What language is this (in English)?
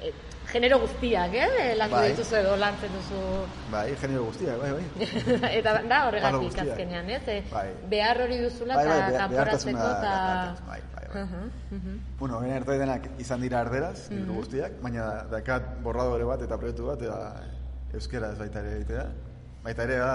Basque